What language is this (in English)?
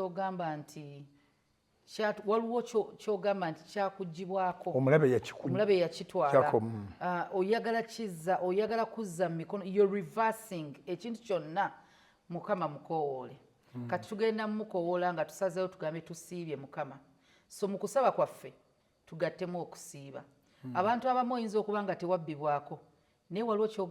Ganda